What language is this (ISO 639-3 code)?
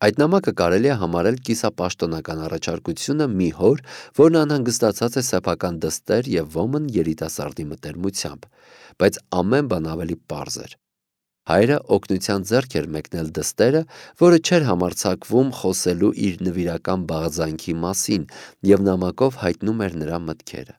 hye